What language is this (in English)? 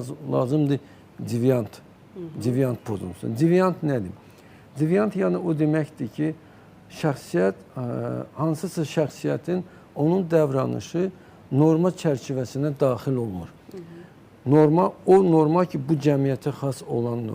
Azerbaijani